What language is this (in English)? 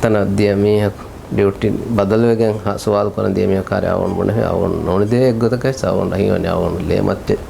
Divehi